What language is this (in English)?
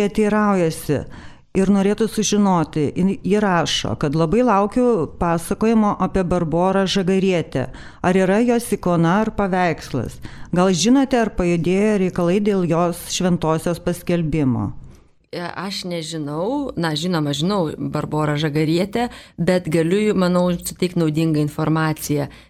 Lithuanian